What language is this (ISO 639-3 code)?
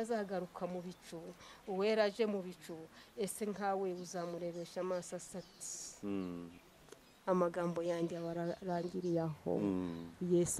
kin